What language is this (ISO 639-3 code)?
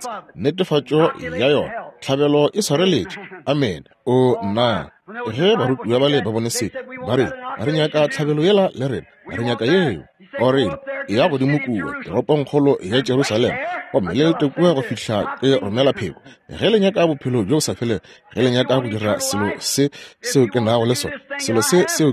nso